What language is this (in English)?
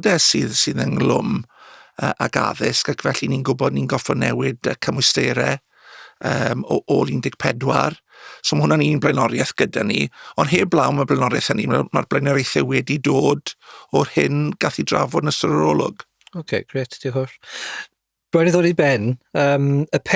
Welsh